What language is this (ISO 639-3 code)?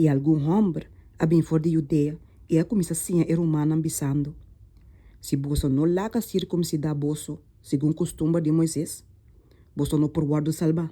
pap